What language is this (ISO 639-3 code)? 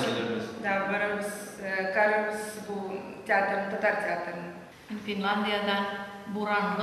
tat